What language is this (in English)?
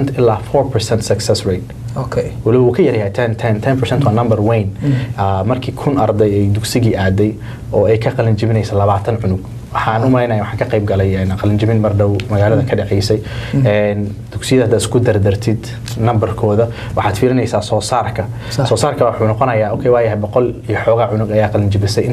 Somali